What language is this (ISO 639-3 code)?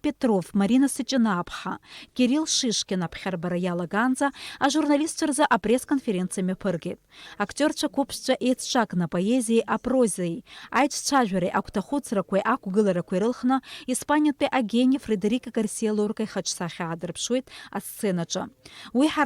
abk